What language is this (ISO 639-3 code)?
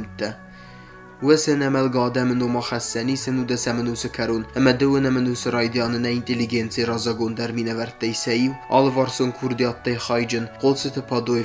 oss